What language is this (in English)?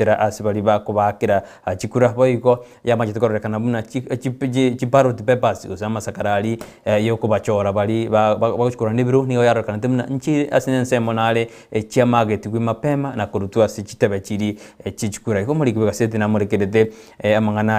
Gusii